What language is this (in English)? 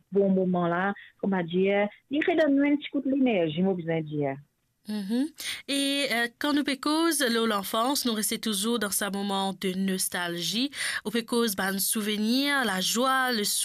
Morisyen